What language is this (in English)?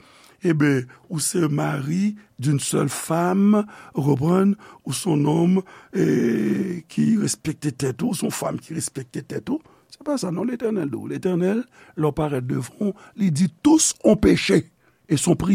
Haitian Creole